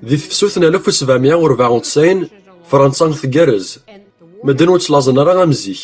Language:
Kabyle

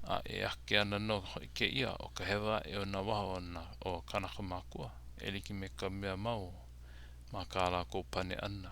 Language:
Hawaiian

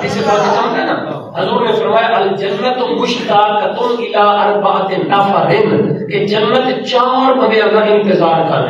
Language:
Saraiki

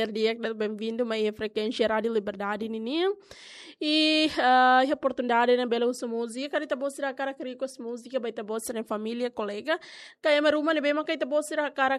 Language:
Tetum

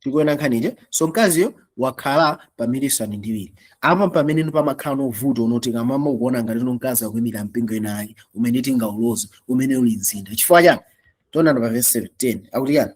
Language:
Nyanja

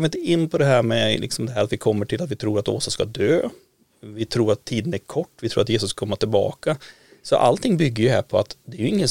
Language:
Swedish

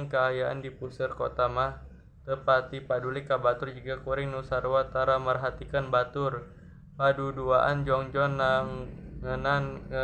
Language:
Sundanese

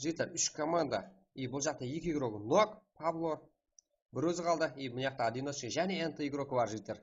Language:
Kara-Kalpak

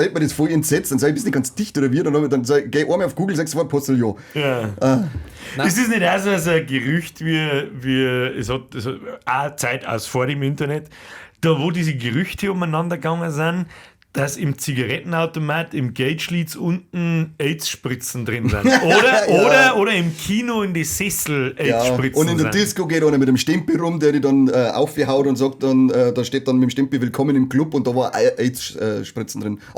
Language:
Bavarian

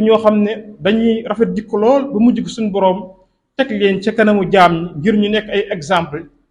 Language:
Wolof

